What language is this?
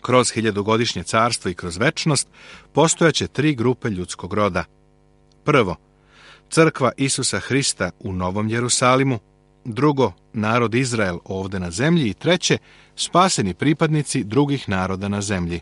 Serbian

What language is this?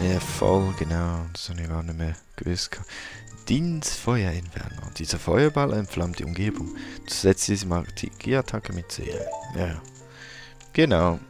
Swiss German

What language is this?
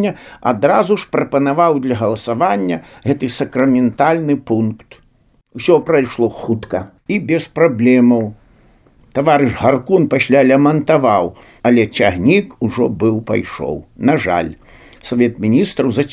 Belarusian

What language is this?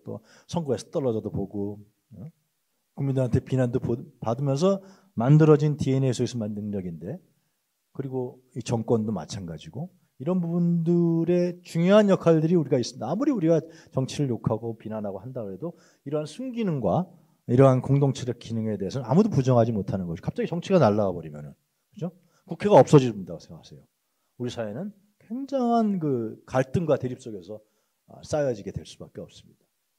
Korean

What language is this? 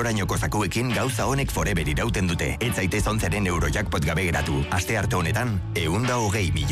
Basque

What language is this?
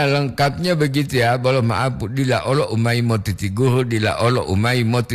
Gorontalo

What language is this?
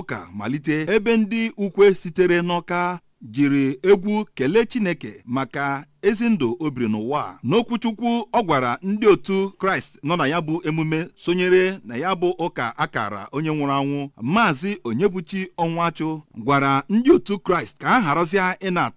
Igbo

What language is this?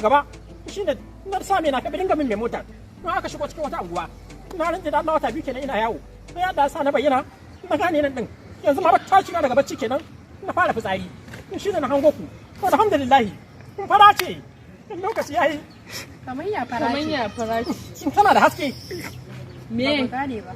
Hausa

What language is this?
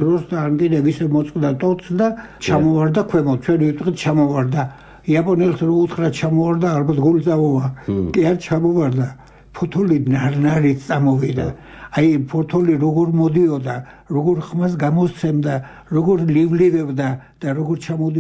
Georgian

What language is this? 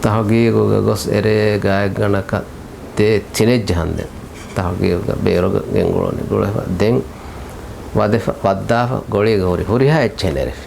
Divehi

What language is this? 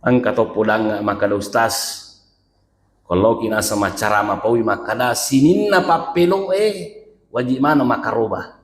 Buginese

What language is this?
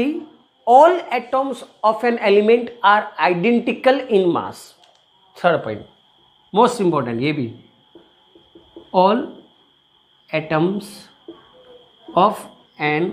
Hindi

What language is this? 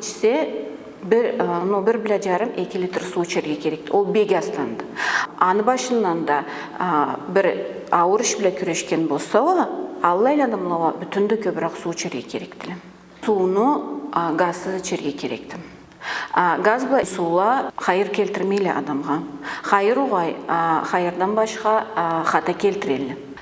Karachay-Balkar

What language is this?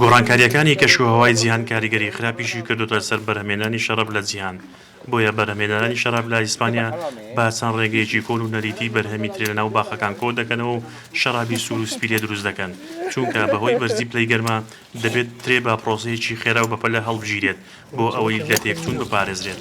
Central Kurdish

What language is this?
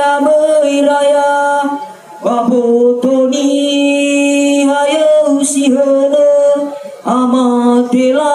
Nias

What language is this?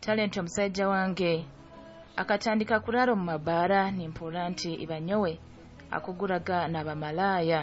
Nyoro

